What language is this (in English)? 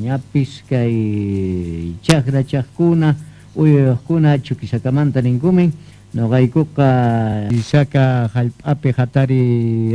Quechua